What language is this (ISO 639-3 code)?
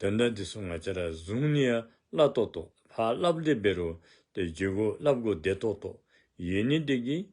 dzo